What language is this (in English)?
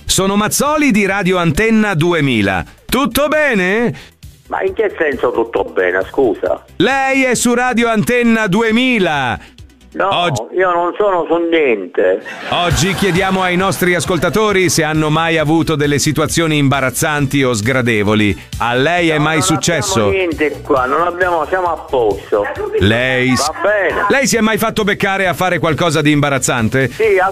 Italian